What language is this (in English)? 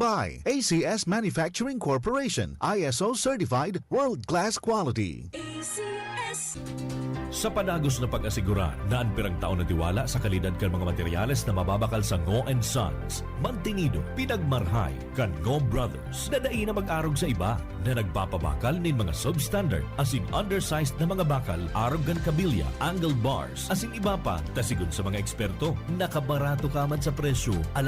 Bikol